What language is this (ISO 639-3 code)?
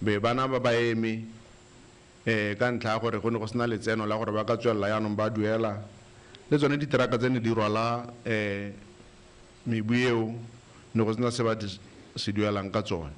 tsn